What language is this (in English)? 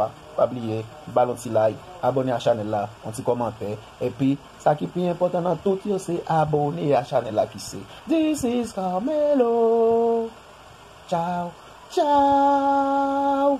Haitian Creole